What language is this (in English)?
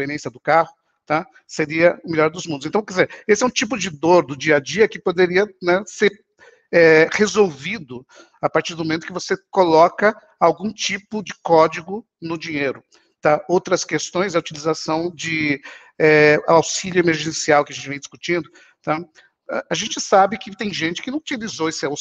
Portuguese